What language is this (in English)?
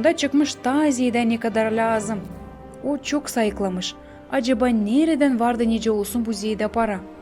Gagauz